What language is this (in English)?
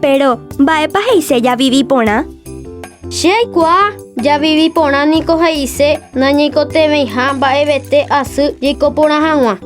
Guarani